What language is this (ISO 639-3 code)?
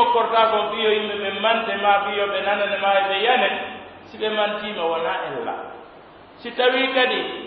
fuf